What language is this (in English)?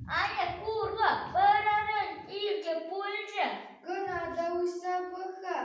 Chuvash